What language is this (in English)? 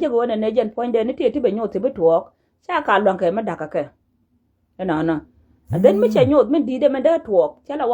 Nuer